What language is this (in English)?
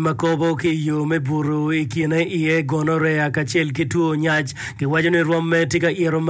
Acoli